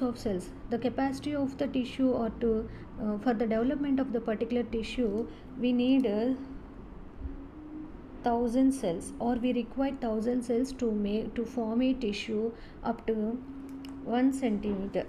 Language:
English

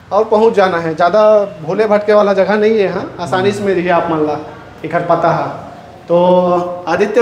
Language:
Chhattisgarhi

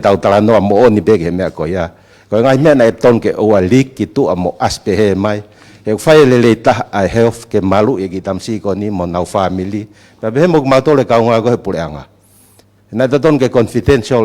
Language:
Tongan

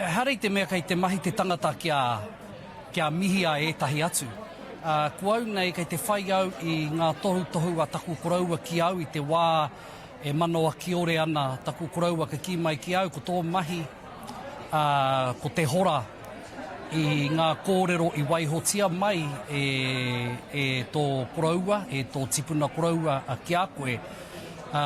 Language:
Māori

